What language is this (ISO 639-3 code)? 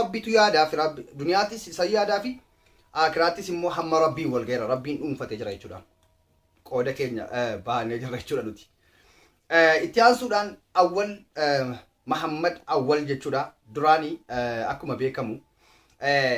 orm